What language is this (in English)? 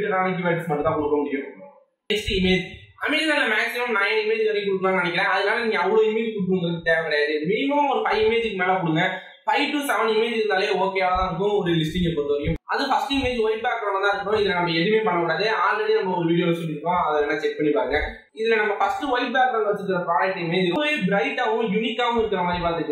Tamil